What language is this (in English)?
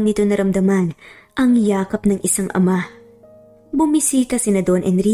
Filipino